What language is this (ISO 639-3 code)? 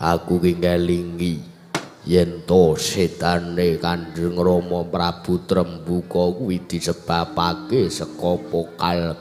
jav